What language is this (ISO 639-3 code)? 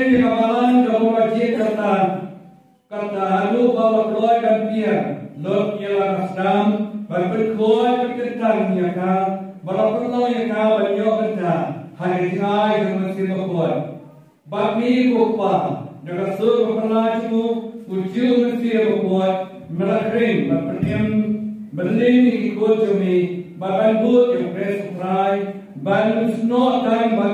kha